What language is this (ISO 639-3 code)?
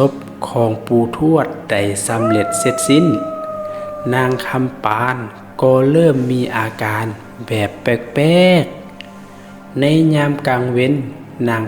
lao